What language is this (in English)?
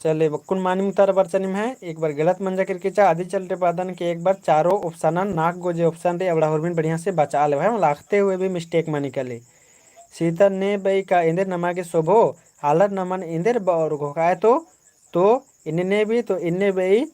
Kurukh